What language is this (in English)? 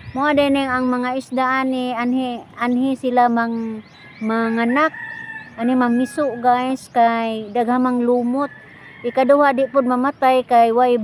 Cebuano